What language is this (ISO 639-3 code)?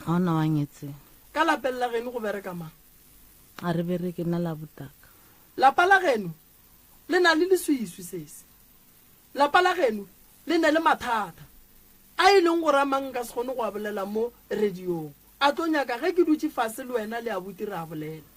nso